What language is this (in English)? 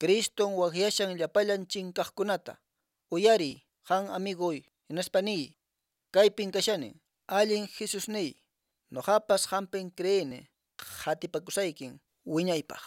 Quechua